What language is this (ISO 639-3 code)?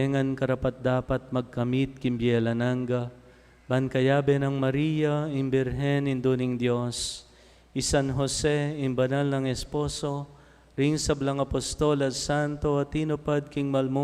pam